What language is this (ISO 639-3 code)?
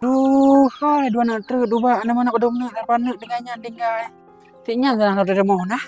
ace